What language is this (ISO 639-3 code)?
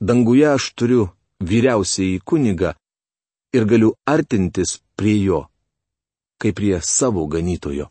lit